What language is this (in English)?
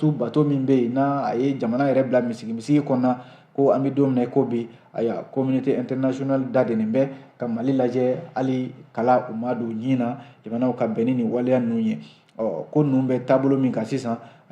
Bambara